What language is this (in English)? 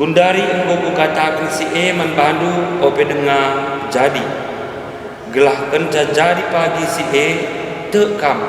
Batak Karo